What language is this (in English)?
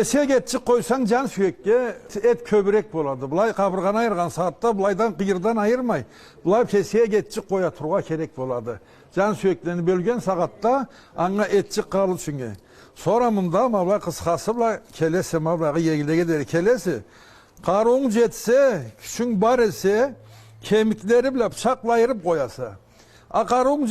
Karachay-Balkar